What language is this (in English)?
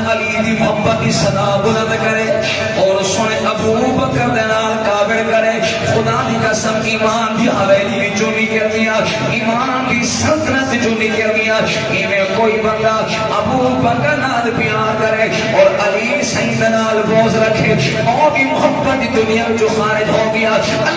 Saraiki